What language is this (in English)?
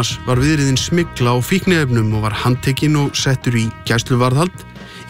Icelandic